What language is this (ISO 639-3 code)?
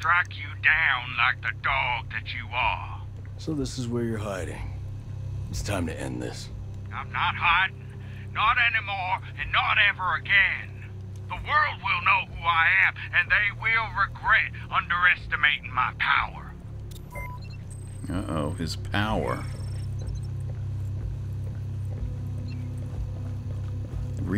eng